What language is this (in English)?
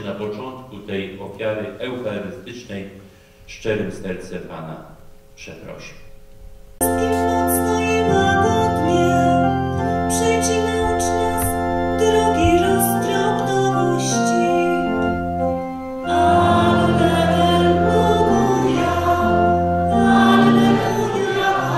Polish